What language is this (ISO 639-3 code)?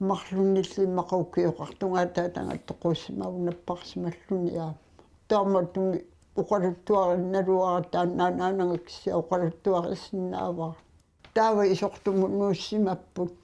kal